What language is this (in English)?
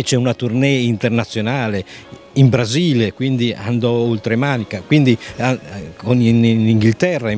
Italian